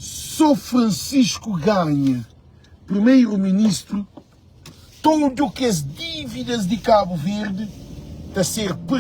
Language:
Kabuverdianu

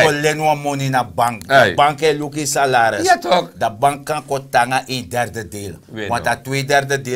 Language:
Sranan Tongo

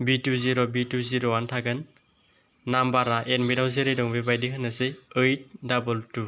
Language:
Bodo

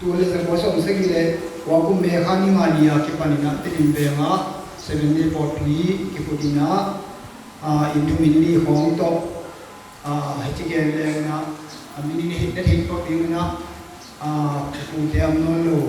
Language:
Tedim Chin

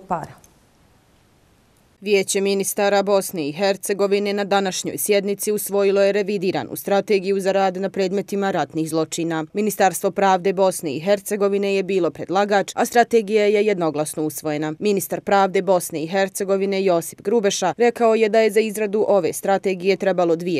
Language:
Bosnian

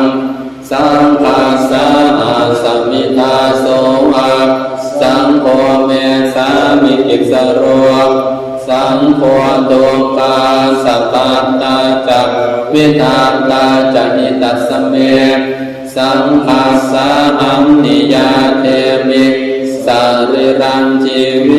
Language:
Pali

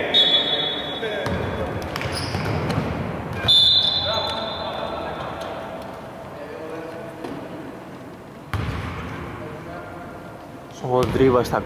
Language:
Greek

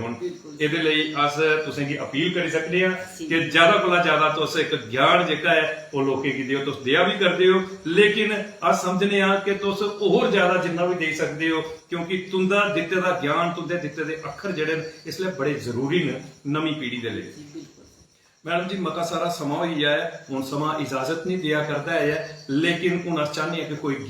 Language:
Dogri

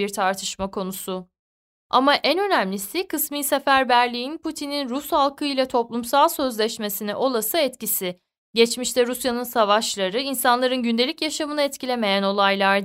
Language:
Turkish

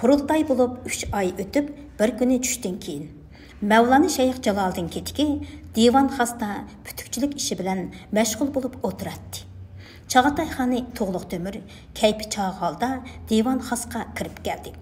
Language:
Uyghur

